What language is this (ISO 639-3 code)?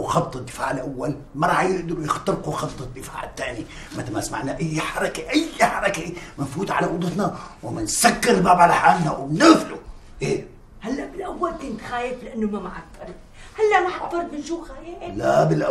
apc